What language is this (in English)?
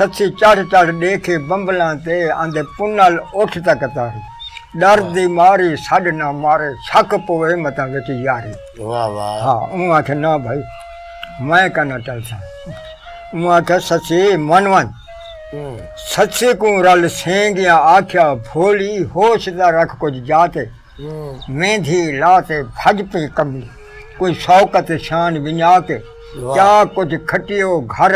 Saraiki